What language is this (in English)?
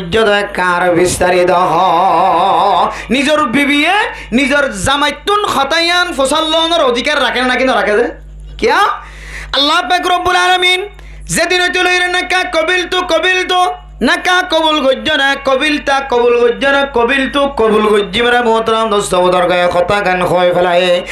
Rohingya